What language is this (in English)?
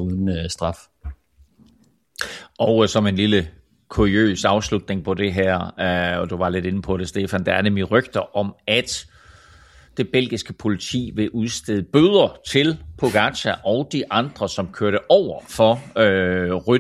Danish